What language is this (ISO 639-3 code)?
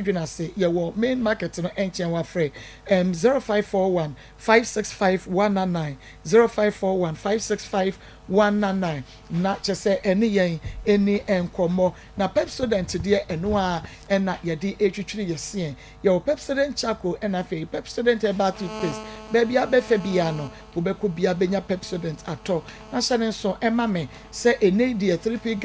aka